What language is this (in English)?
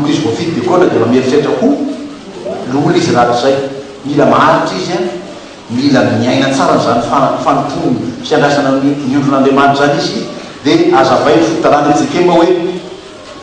Malagasy